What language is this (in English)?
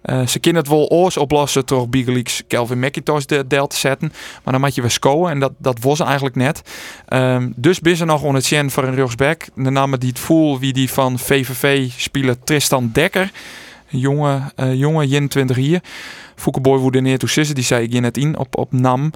Western Frisian